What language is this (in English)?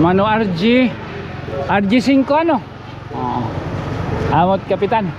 Waray